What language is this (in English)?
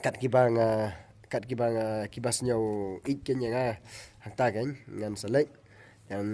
Khasi